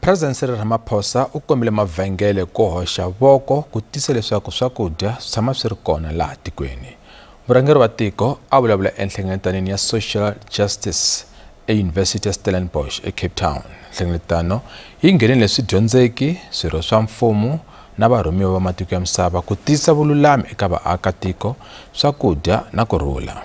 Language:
Tsonga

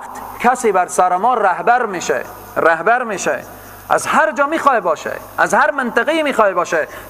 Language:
Persian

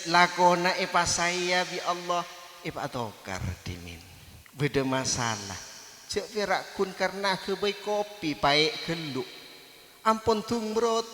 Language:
Madurese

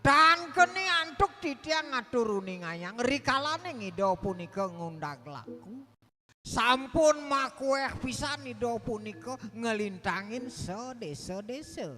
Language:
Balinese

